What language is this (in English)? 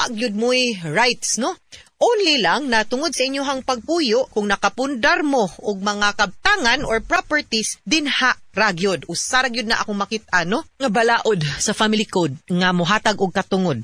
Cebuano